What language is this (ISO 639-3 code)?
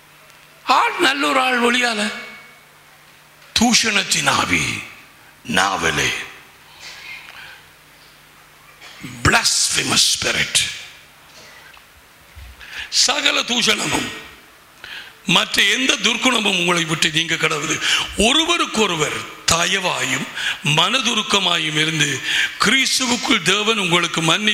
tam